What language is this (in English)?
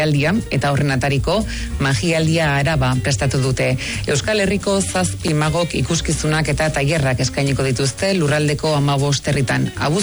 Basque